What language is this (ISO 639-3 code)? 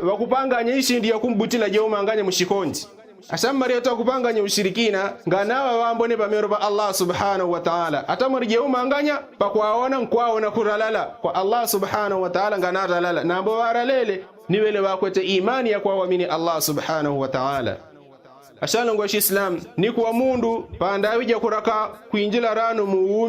yao